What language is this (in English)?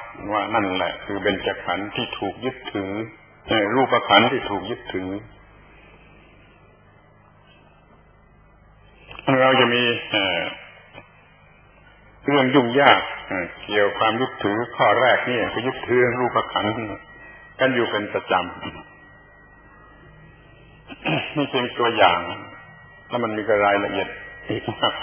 Thai